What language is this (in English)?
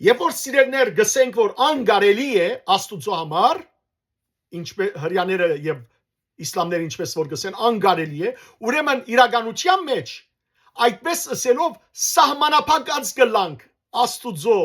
Western Armenian